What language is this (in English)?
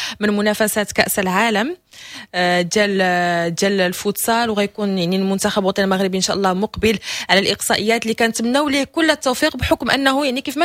Moroccan Arabic